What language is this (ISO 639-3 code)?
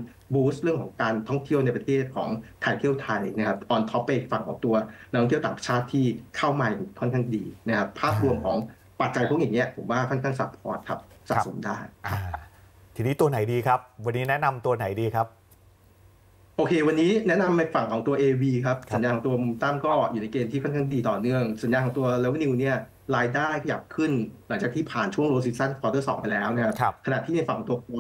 tha